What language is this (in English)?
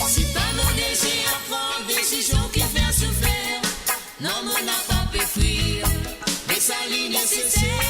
Morisyen